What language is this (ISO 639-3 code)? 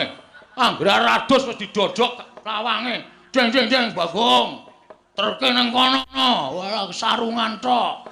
jav